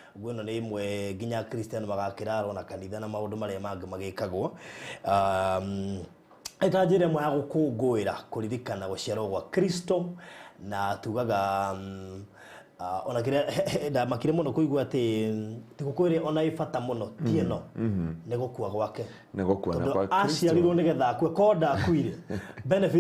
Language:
Kikuyu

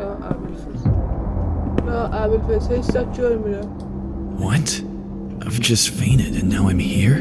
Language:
South Azerbaijani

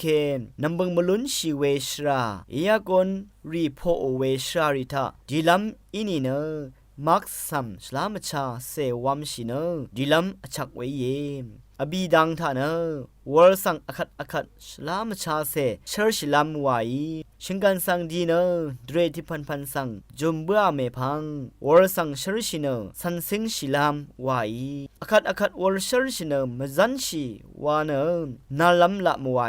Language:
Rawang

